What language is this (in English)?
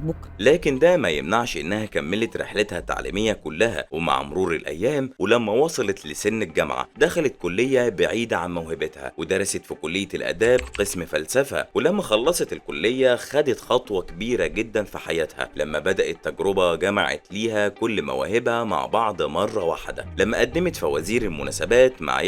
Egyptian Arabic